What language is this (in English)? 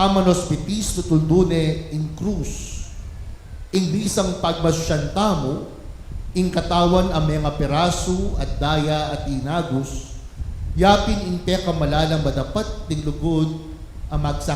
Pampanga